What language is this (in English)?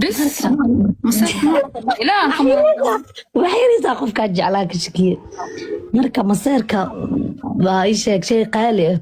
Somali